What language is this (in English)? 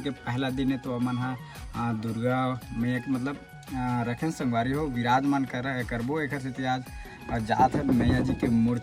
Chhattisgarhi